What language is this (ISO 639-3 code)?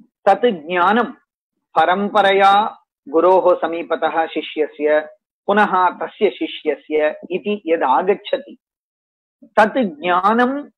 san